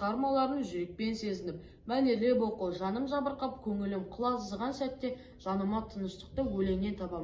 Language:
Kazakh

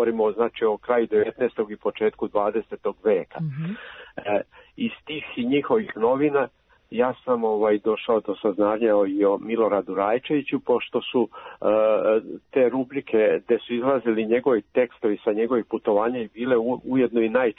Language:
Serbian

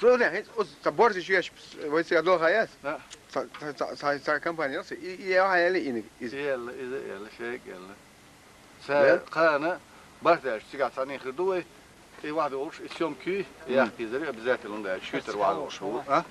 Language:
Chechen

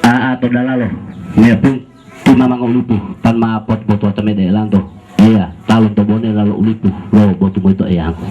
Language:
Gorontalo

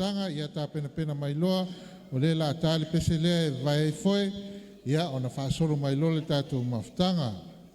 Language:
Samoan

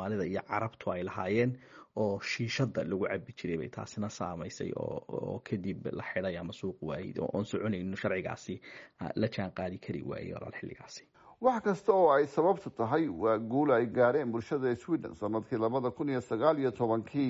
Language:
Somali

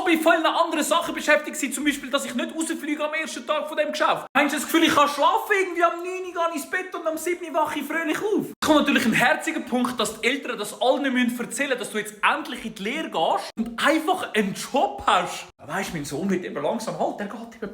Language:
Swiss German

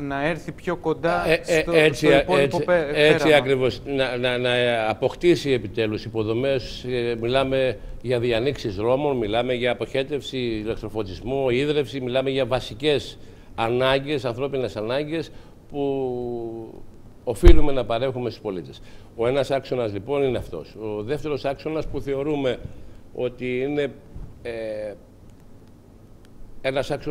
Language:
Greek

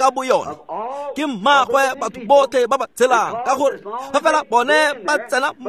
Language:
Tswana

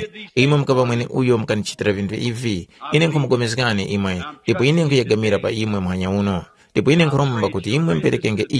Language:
Tumbuka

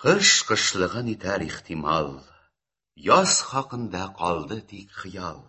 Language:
Tatar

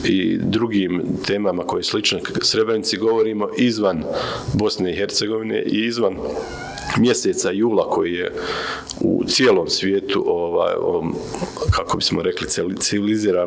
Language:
Bosnian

